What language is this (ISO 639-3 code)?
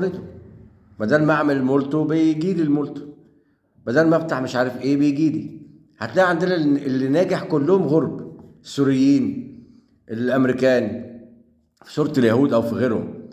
arz